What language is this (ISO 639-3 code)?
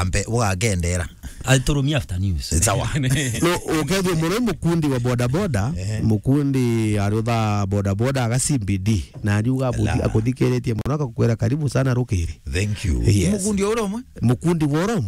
mer